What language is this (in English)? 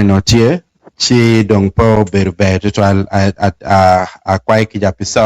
Acoli